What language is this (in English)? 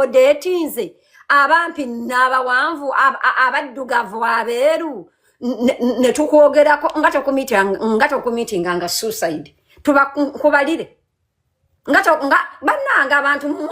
Ganda